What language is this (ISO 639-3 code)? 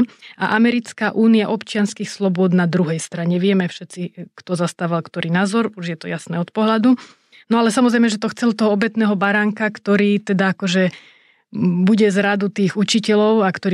slk